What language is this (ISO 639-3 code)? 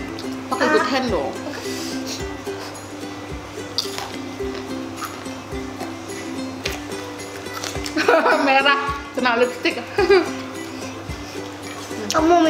ind